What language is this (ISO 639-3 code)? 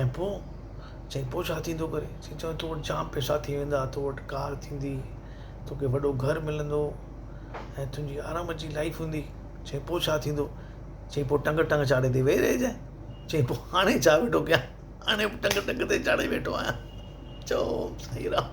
snd